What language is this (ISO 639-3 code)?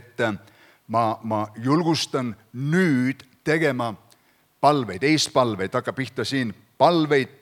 est